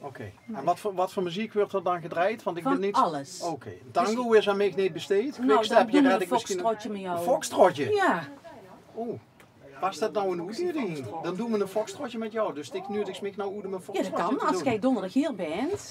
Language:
Limburgish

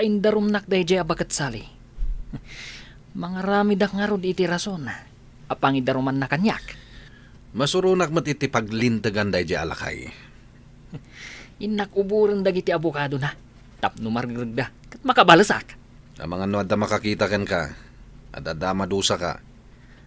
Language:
Iloko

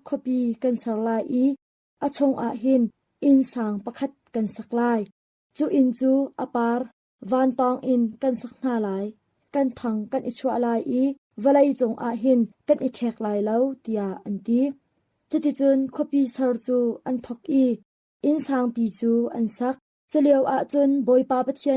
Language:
Hakha Chin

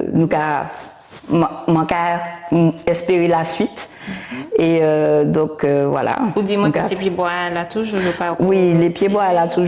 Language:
Guadeloupean Creole French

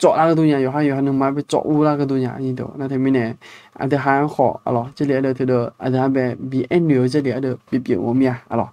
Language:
Akha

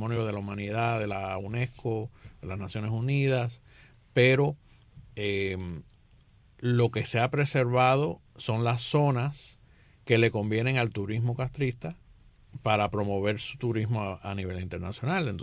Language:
Spanish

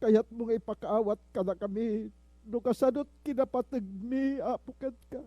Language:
Iloko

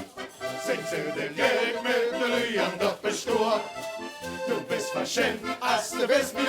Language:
Limburgish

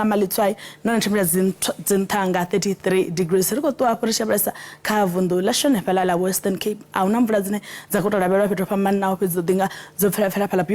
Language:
Venda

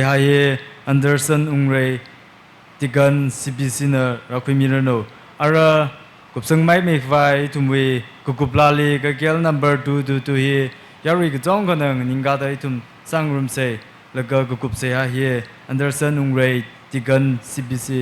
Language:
Tangkhul Naga (India)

